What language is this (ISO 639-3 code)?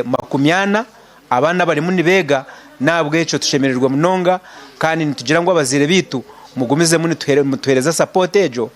nyn